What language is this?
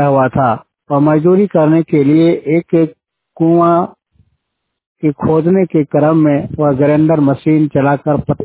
Hindi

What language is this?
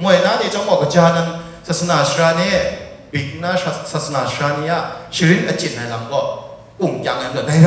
Kachin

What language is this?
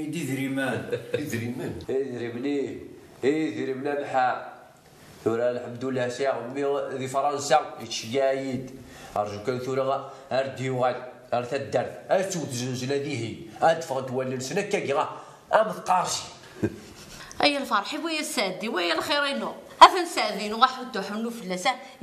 Kabyle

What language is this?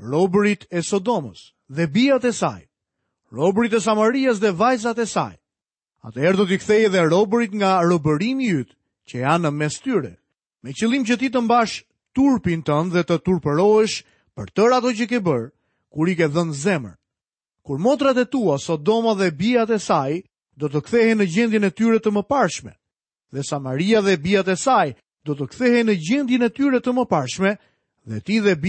Albanian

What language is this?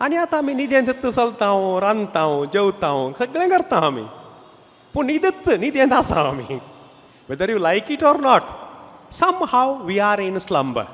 Konkani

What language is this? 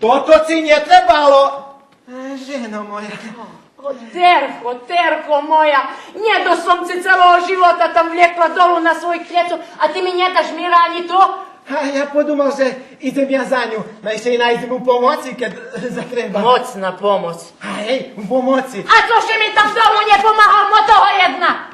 Rusyn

